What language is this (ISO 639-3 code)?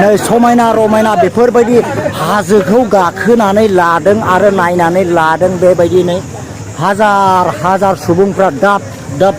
brx